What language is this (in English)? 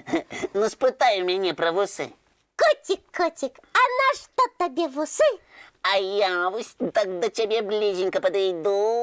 Belarusian